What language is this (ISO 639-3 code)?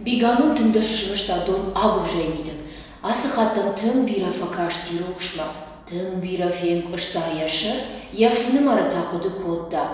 oss